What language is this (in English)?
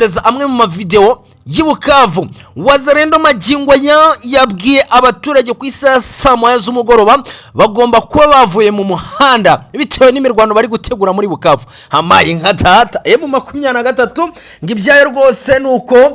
Kinyarwanda